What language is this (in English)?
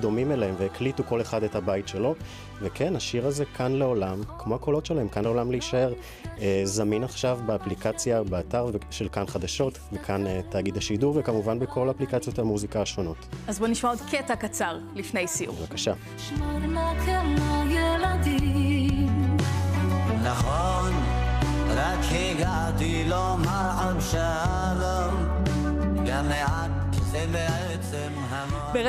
Hebrew